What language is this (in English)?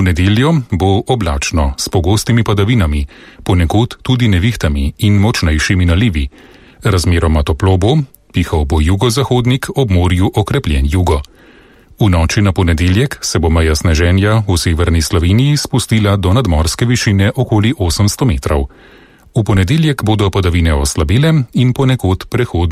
Slovenian